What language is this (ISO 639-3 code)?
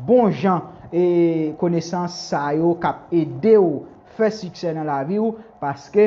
hat